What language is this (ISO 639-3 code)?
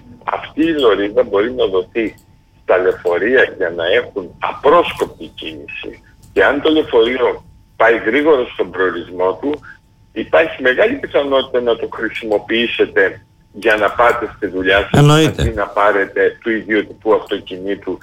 ell